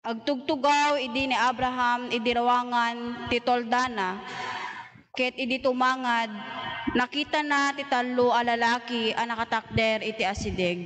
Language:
Iloko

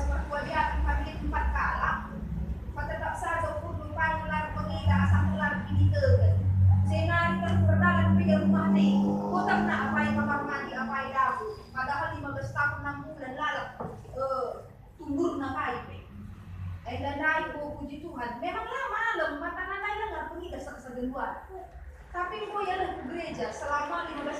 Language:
Batak Karo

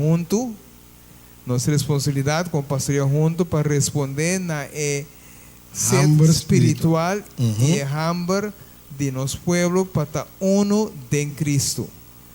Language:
Papiamento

